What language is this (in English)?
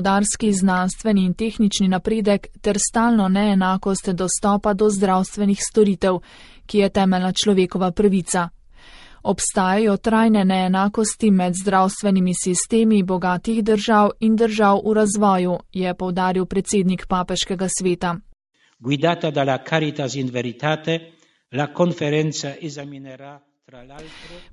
Slovenian